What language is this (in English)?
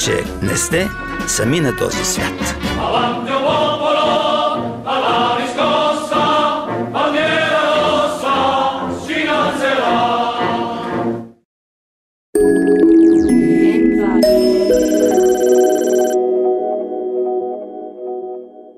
Bulgarian